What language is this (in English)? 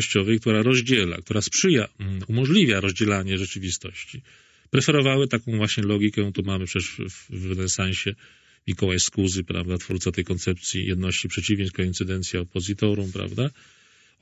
Polish